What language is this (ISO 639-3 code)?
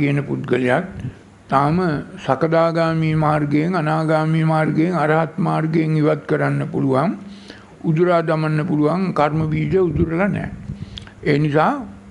sin